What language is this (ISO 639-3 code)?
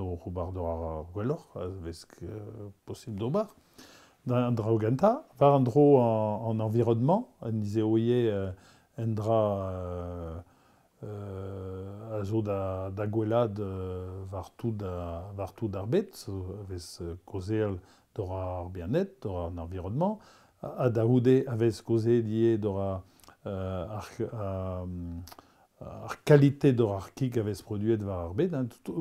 bre